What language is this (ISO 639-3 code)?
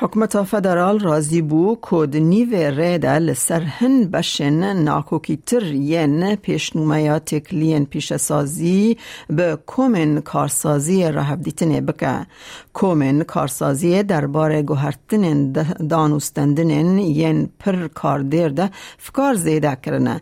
kur